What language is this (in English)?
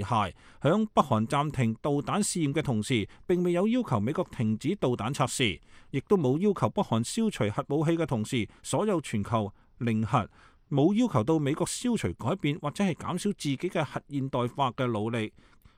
Cantonese